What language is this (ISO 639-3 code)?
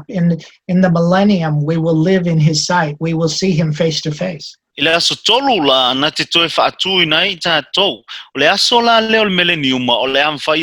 smo